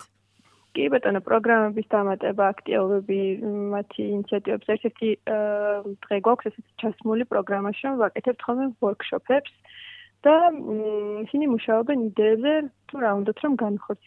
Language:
Georgian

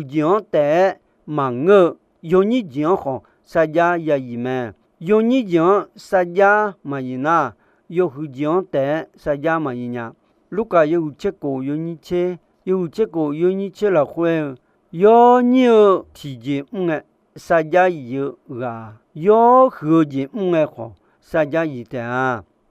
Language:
Akha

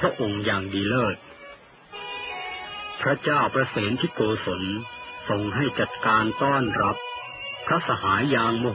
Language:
Thai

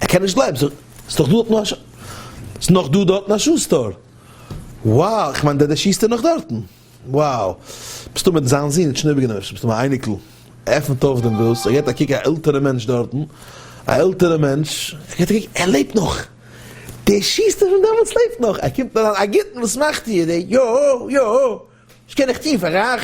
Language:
Yiddish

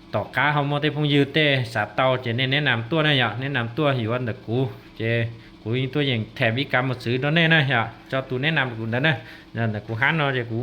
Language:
Hmong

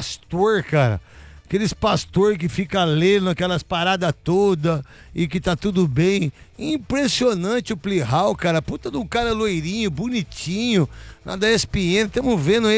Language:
Portuguese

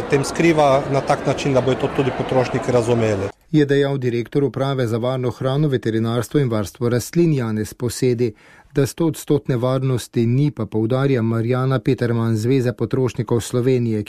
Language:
Slovenian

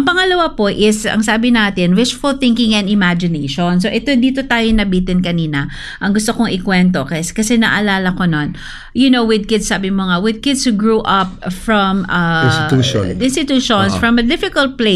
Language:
Filipino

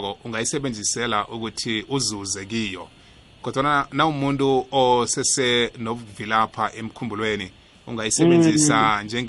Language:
South Ndebele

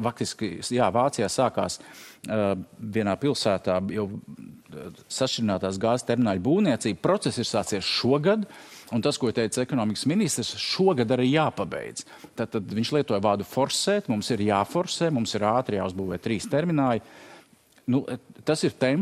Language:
Latvian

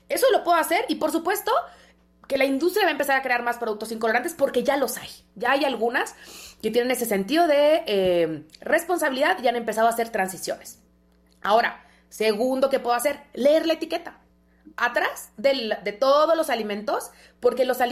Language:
Spanish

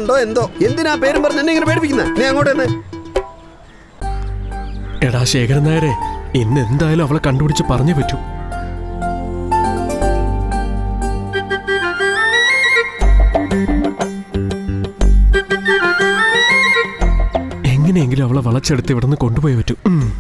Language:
Malayalam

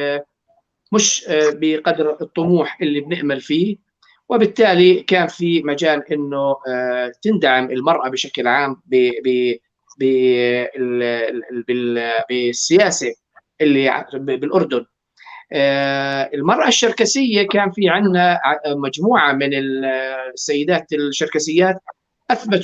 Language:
North Levantine Arabic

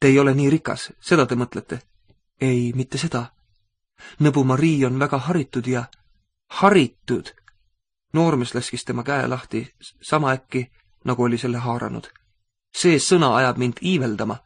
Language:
Estonian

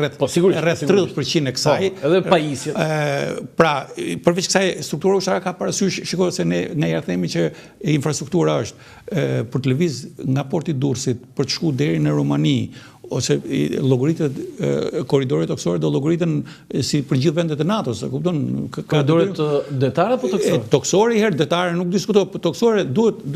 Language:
Albanian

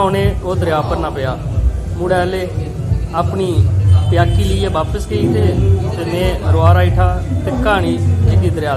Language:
Dogri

